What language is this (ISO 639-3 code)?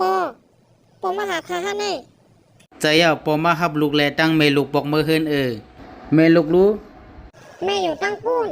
shn